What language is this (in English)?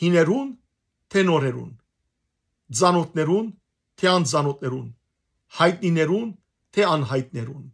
Western Armenian